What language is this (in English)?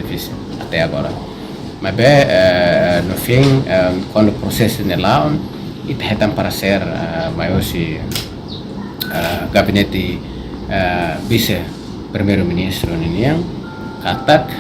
Tetum